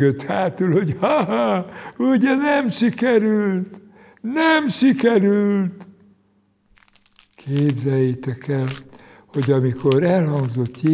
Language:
Hungarian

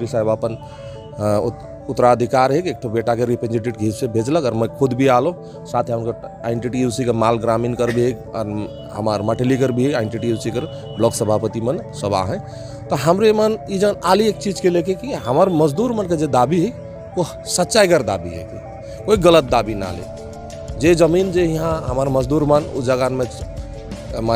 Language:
Sadri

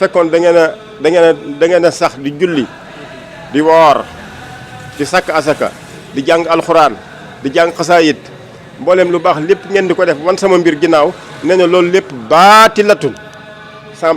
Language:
Wolof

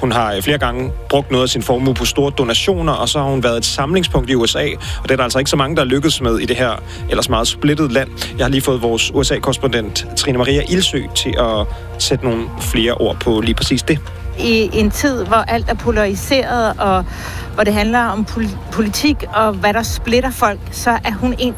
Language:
Danish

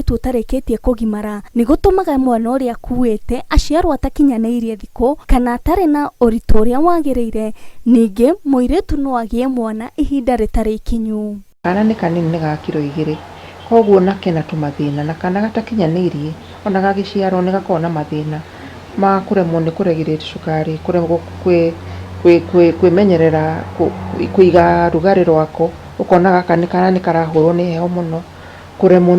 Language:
Kikuyu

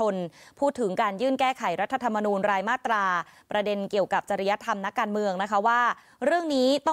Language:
Thai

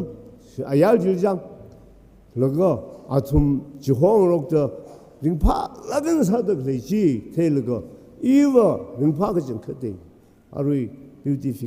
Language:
Tangkhul Naga (India)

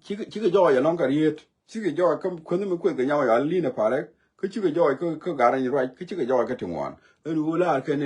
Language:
Nuer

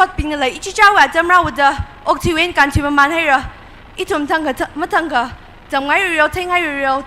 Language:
Tangkhul Naga (India)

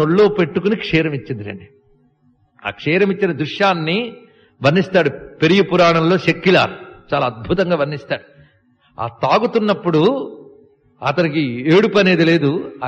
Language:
Telugu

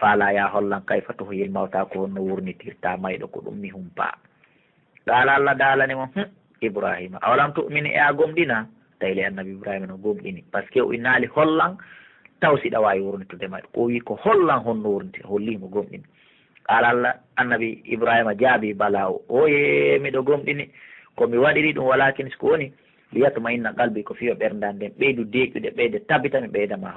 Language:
Pular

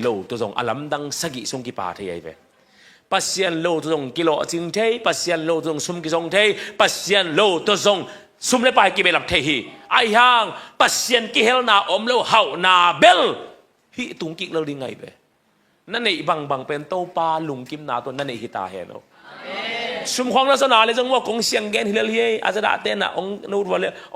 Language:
Tedim Chin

